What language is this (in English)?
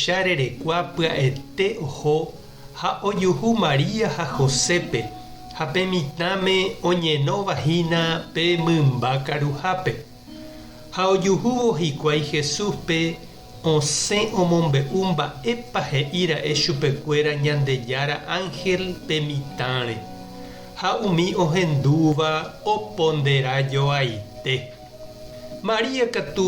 Guarani